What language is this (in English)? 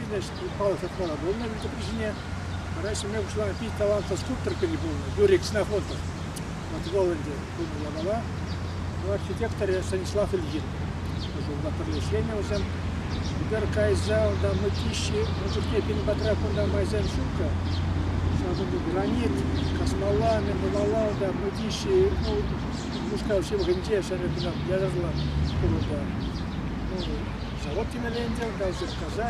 Chuvash